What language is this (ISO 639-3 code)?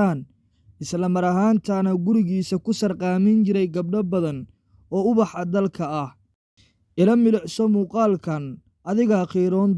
som